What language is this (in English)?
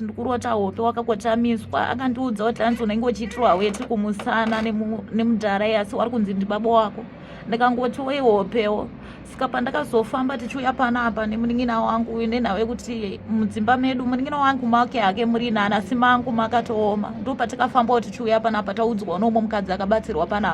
Shona